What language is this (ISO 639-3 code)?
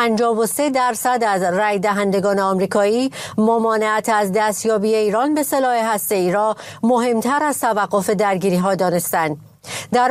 fas